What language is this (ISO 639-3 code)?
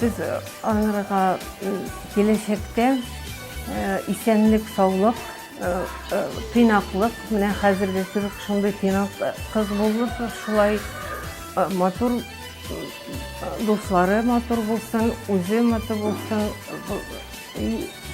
tat